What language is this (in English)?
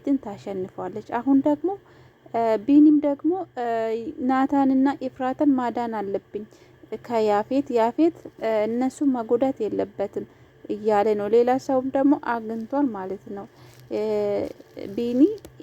Amharic